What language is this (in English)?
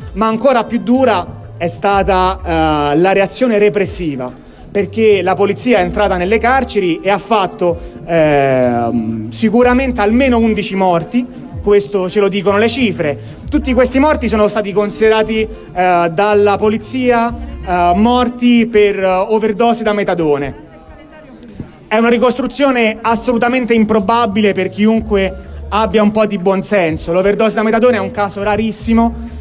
Italian